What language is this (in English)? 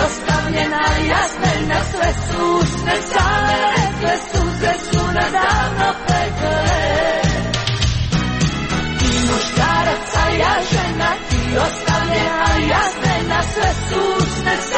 Croatian